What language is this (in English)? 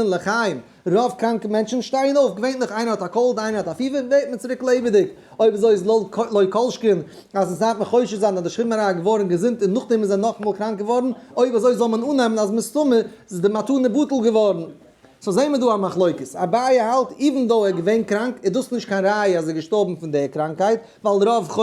Yiddish